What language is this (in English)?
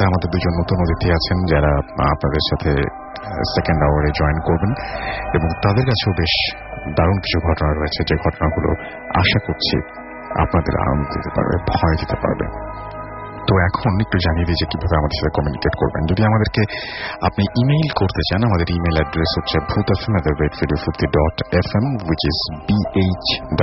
Bangla